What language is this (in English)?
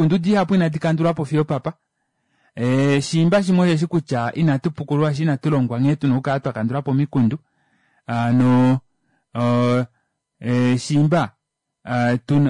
Kuanyama